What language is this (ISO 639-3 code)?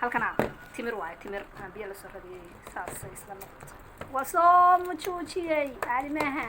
som